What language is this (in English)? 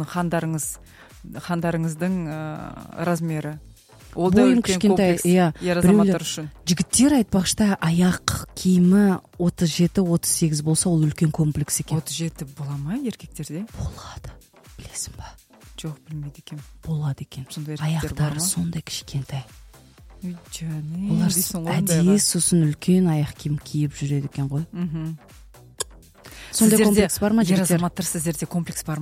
Kazakh